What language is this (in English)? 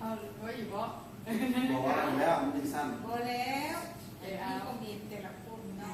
Lao